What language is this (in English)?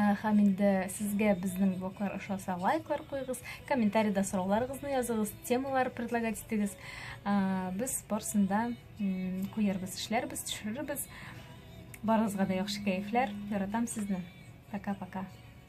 Tatar